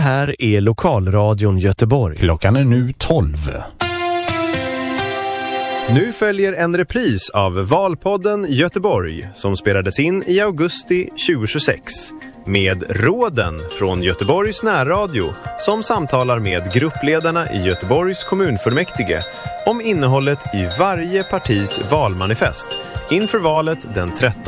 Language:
Swedish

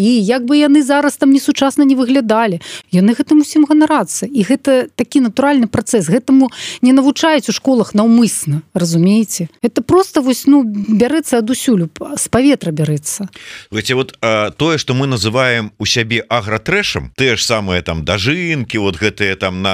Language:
Belarusian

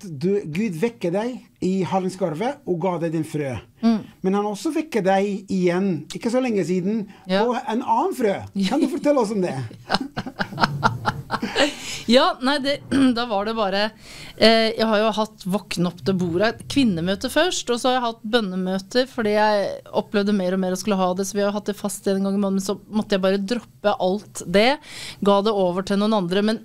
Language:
Norwegian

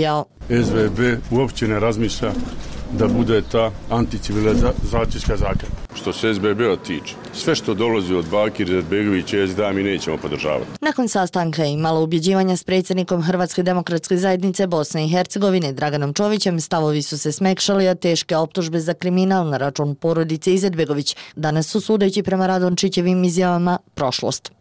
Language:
Bosnian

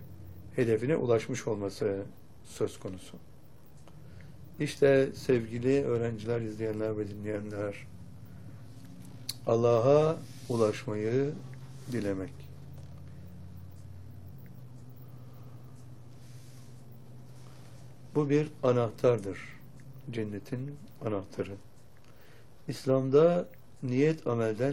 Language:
Turkish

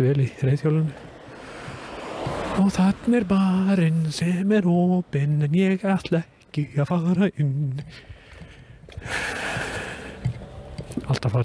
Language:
Icelandic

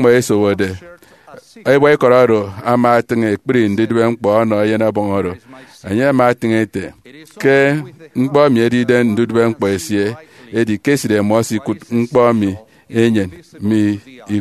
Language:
Efik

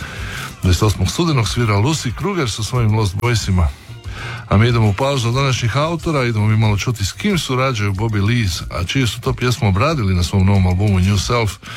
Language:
Croatian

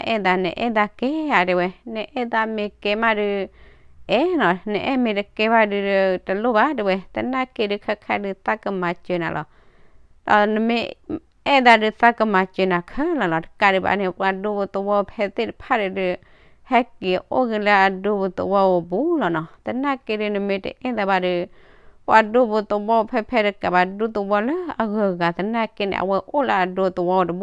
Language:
S'gaw Karen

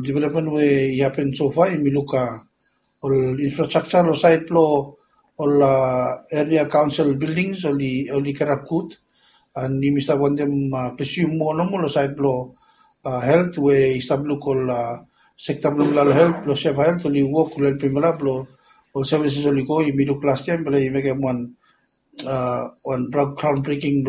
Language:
Bislama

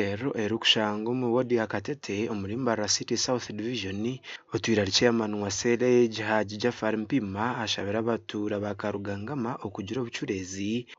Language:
Nyankole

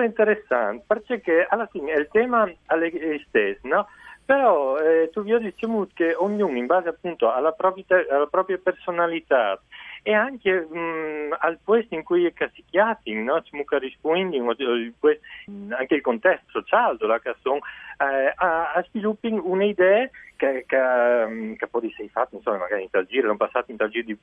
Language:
Friulian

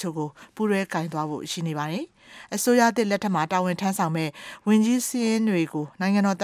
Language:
Burmese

